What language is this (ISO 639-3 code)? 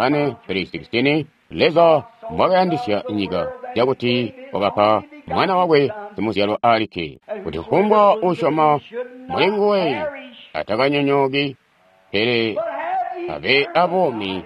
toi